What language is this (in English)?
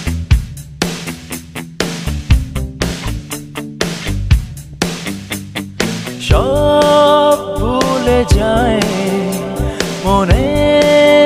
Bangla